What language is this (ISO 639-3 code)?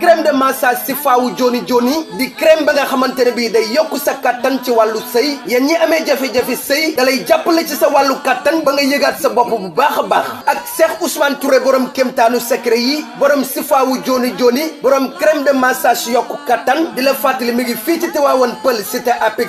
wol